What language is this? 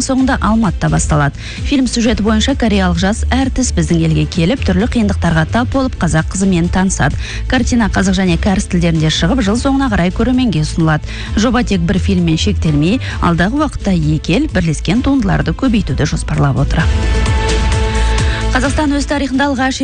Kazakh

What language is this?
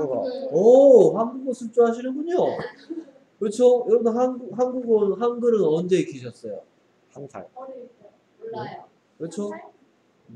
Korean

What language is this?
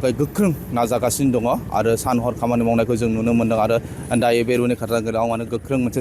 Bodo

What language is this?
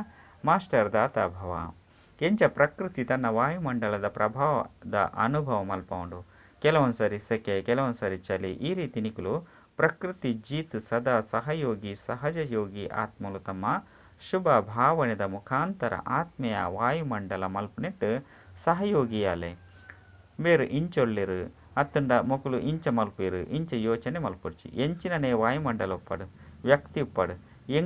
Tulu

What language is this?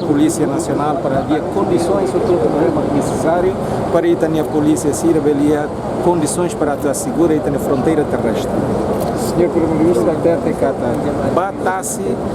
Tetum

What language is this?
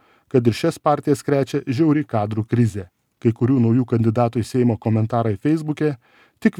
Lithuanian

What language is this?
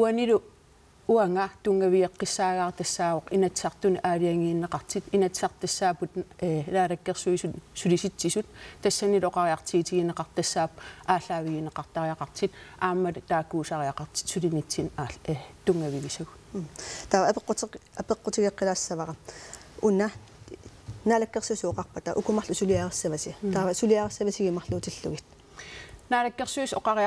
Kalaallisut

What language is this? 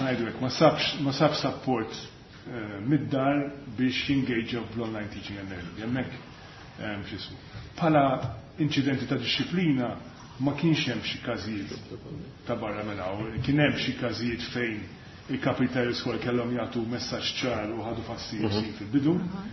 Maltese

